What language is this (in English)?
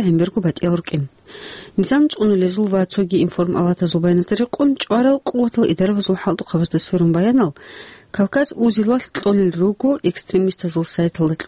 Avaric